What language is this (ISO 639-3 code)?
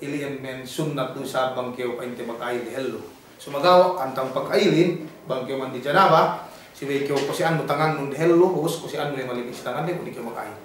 yka